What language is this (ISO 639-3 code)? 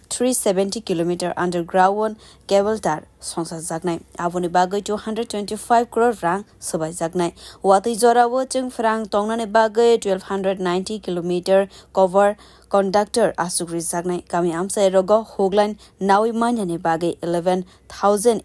trp